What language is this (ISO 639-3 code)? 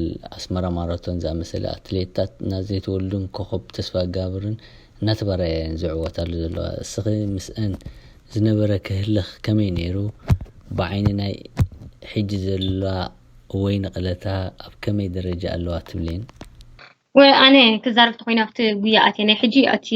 tir